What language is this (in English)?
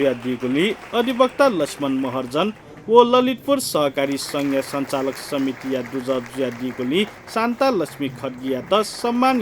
Newari